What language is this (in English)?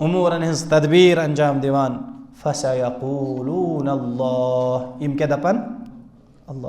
Kashmiri